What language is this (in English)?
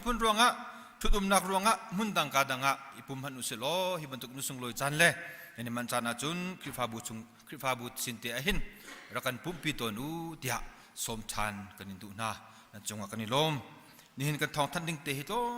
Hakha Chin